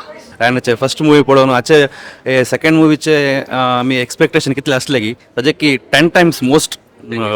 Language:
Konkani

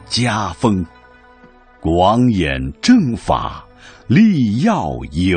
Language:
Chinese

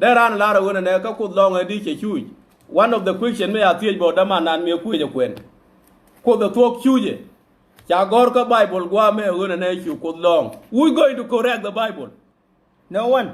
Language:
Nuer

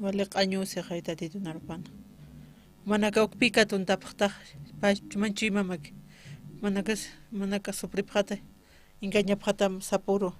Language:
Aymara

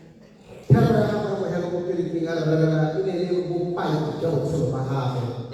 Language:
Tswana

